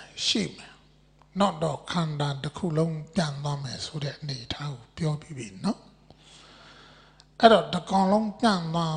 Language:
Burmese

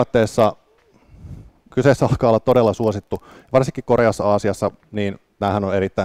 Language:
Finnish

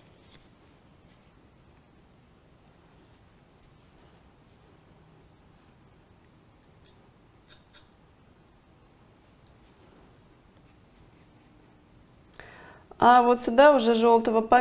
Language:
Russian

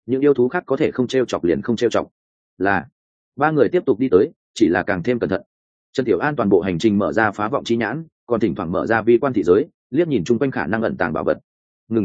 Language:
Vietnamese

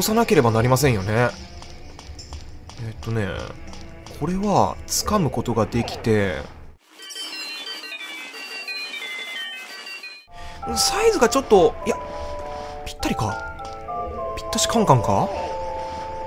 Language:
Japanese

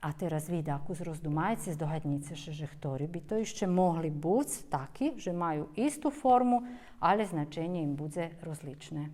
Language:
Rusyn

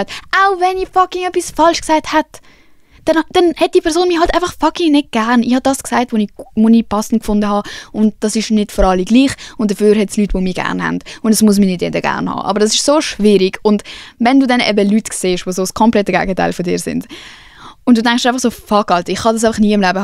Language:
Swiss German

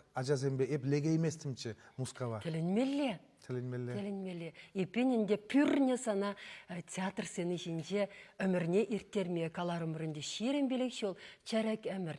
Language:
Chuvash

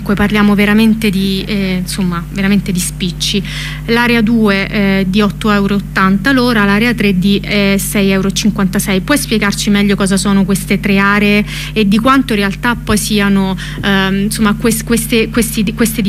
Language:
Italian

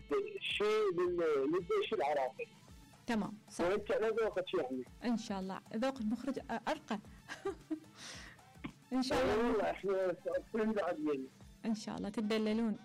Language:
Mesopotamian Arabic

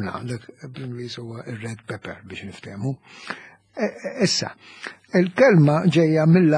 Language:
Maltese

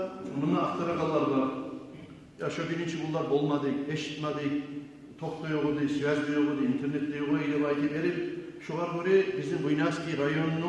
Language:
Kumyk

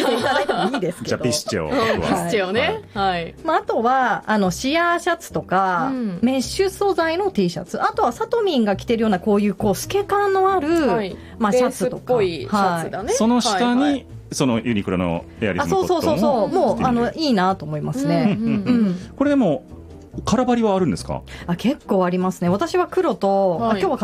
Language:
Japanese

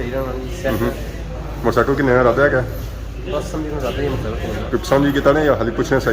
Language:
Pahari-Potwari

